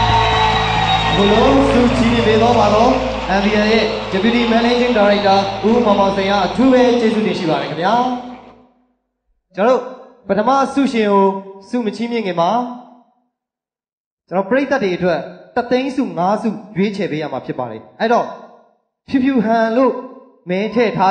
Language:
Burmese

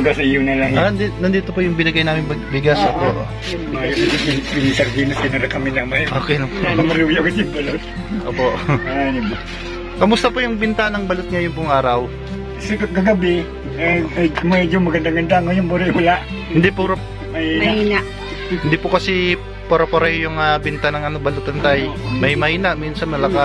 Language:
Filipino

